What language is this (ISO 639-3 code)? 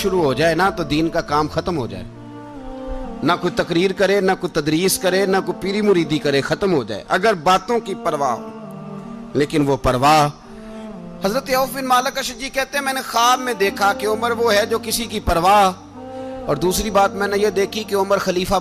urd